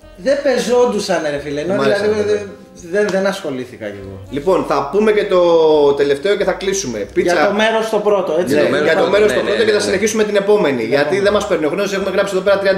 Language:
Greek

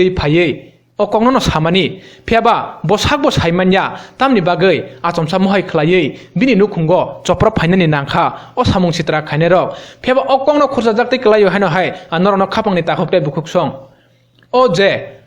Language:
Kok Borok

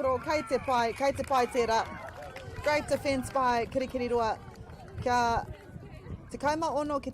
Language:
Māori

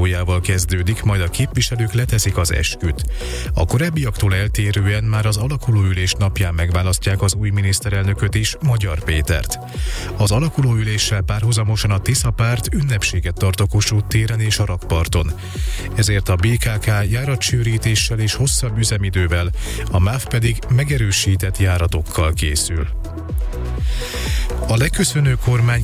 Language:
Hungarian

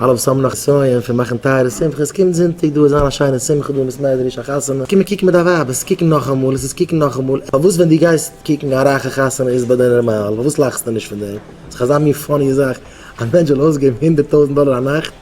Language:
Yiddish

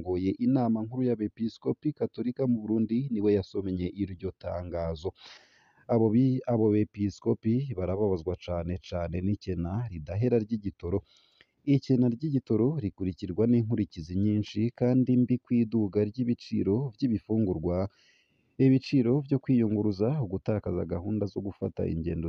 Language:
Rundi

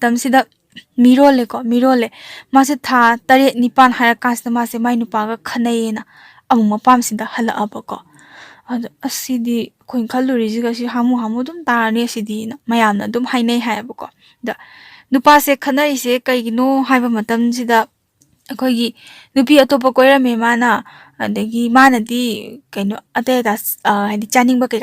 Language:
Manipuri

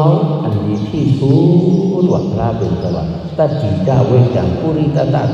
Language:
Shan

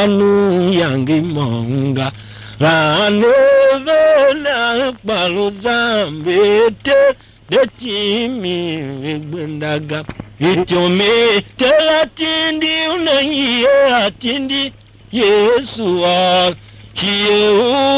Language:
Tiv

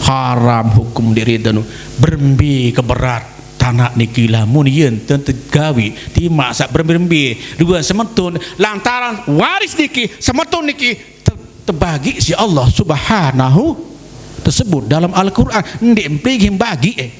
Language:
Sasak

